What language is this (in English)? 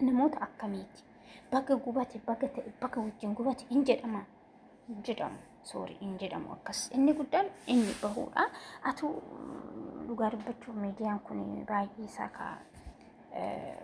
Oromo